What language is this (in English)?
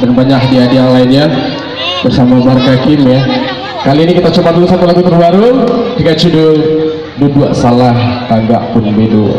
Minangkabau